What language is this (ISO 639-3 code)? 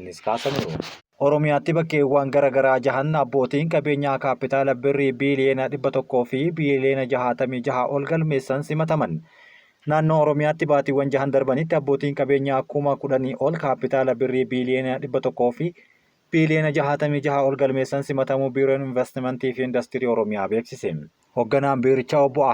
orm